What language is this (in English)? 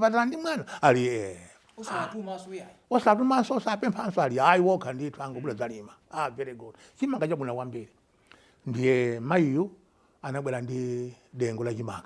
Nyanja